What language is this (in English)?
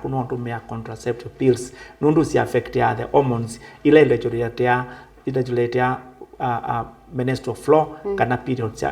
Kamba